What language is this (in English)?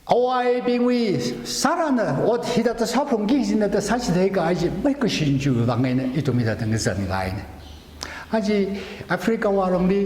Tangkhul Naga (India)